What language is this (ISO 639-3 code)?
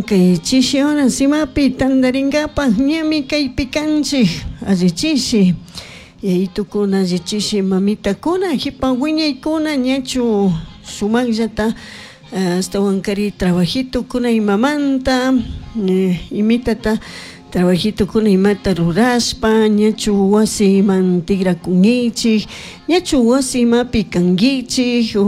qug